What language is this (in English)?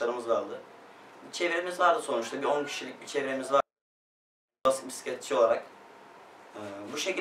Turkish